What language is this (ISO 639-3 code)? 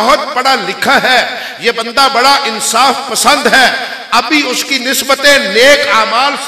urd